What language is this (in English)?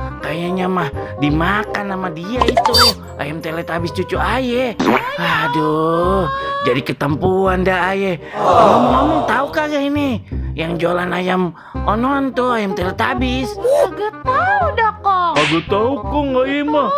Betawi